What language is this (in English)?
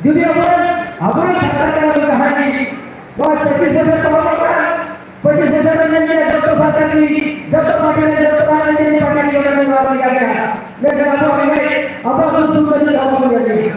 Santali